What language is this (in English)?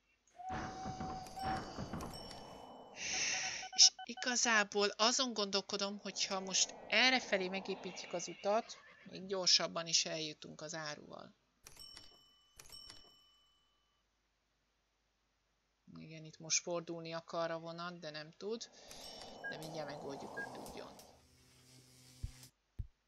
Hungarian